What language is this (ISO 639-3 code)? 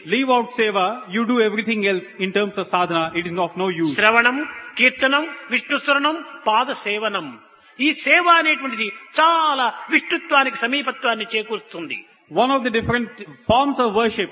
tel